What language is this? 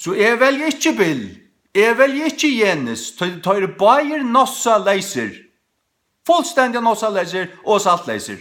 Faroese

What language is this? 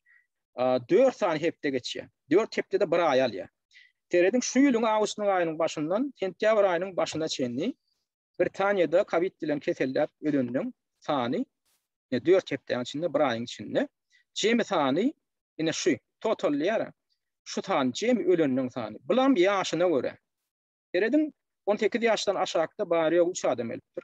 Turkmen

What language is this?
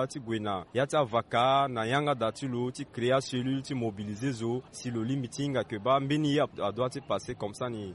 Sango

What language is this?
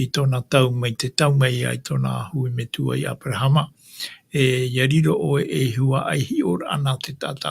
Tahitian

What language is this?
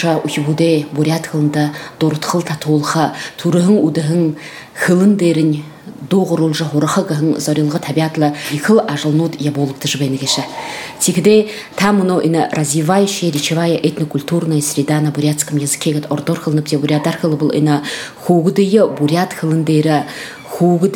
Buriat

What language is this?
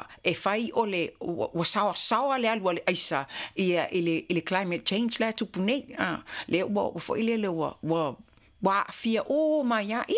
Samoan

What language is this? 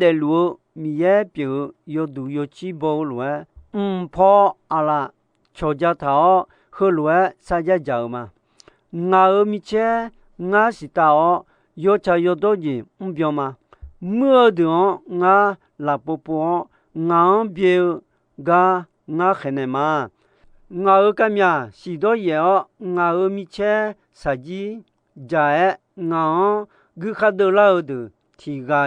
Akha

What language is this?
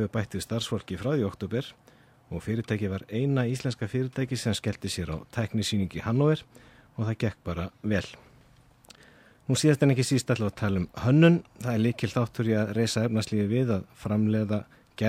Icelandic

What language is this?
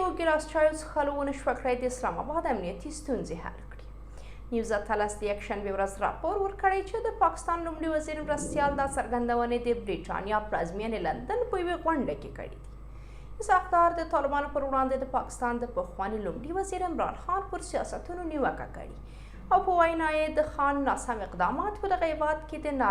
Pashto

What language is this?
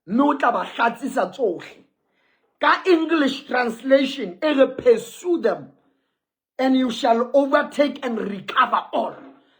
Southern Sotho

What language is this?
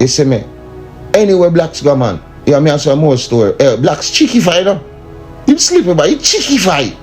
Jamaican Creole English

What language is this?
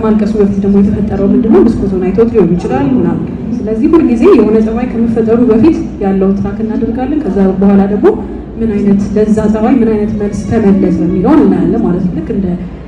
Amharic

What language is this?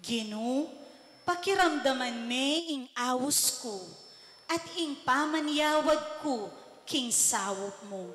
Pampanga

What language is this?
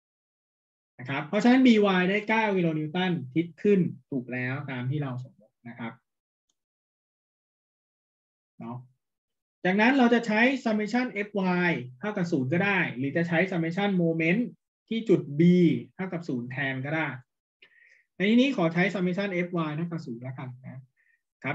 Thai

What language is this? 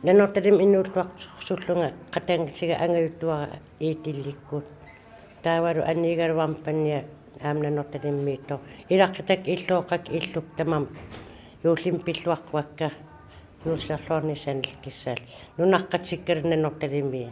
Kalaallisut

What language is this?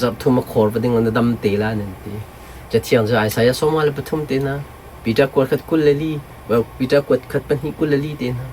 Hakha Chin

